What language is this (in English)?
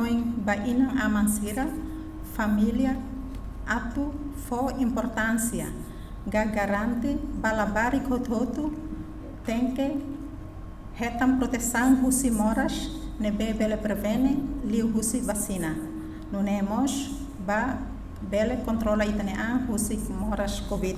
Tetum